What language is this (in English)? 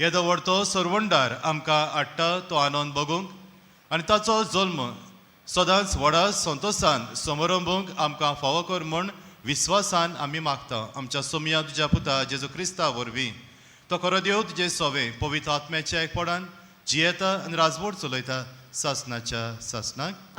Konkani